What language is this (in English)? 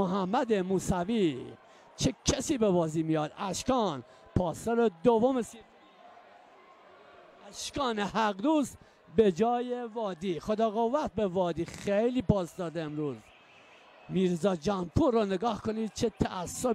Persian